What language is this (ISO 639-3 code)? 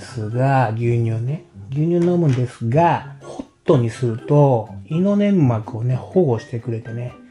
jpn